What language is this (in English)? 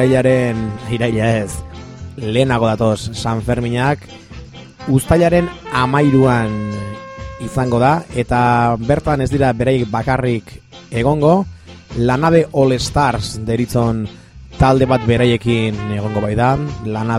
Basque